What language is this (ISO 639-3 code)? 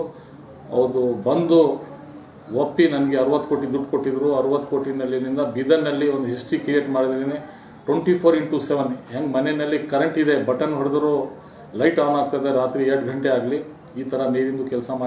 kan